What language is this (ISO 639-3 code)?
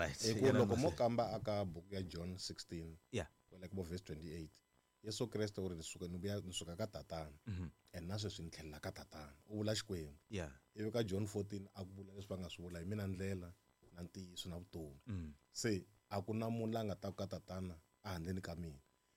tso